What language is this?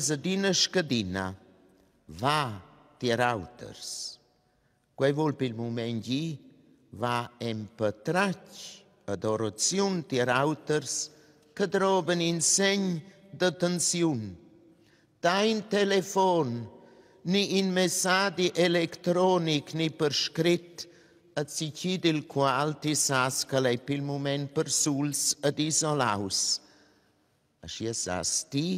Romansh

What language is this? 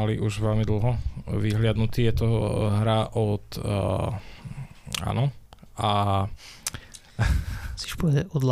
Slovak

